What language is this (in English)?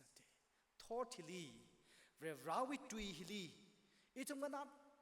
Tangkhul Naga (India)